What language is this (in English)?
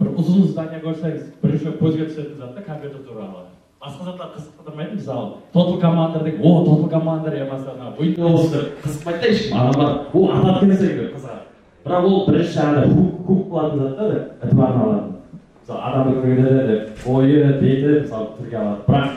Kara-Kalpak